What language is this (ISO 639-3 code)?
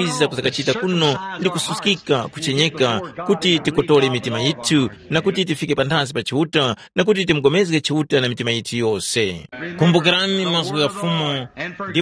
tum